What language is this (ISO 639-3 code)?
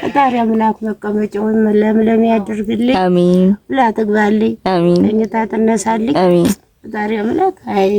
amh